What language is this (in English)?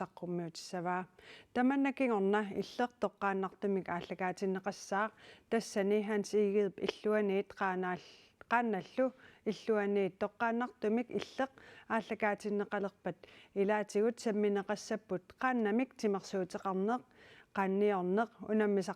Kalaallisut